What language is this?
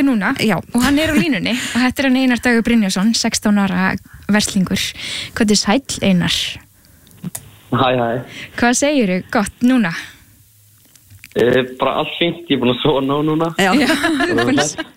Icelandic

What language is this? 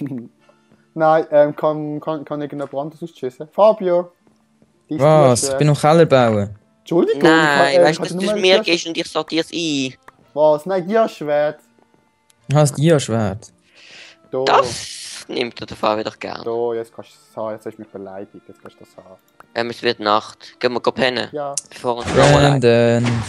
Swiss German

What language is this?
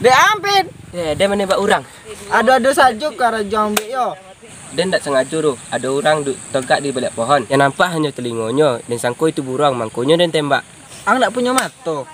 Minangkabau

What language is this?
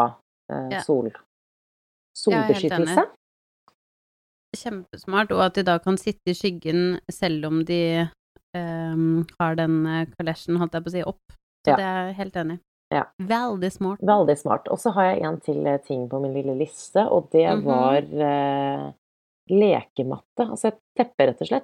Norwegian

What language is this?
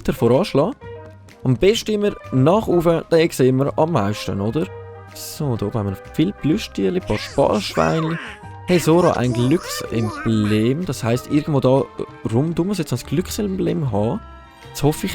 Swiss German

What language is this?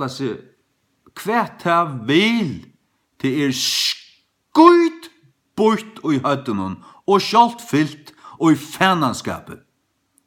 Faroese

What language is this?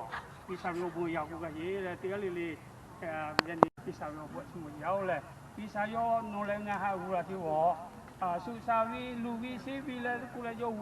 Lahu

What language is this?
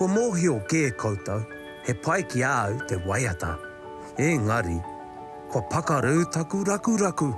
Māori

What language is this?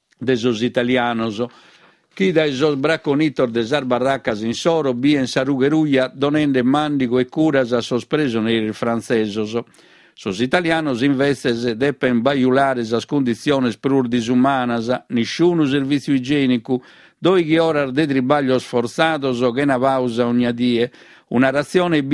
Sardinian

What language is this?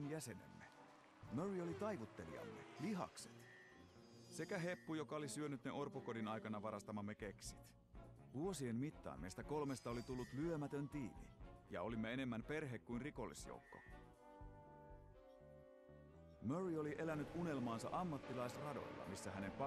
Finnish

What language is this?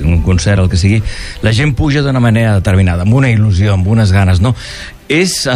Catalan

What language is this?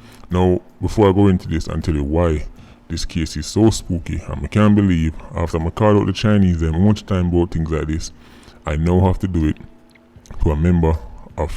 Jamaican Creole English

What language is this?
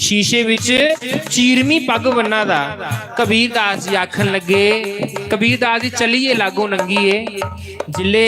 Dogri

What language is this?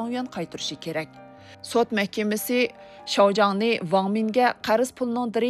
Uyghur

